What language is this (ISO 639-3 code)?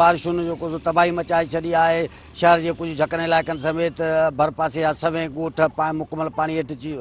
snd